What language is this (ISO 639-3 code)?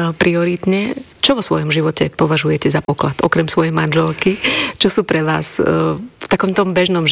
slk